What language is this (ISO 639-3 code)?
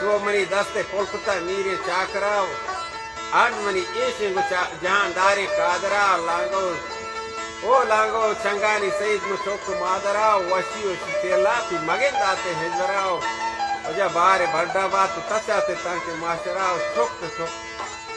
bal